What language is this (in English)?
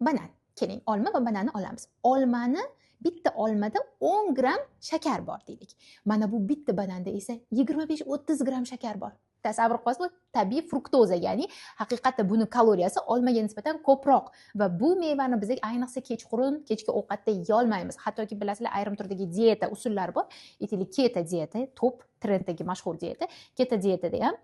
Uzbek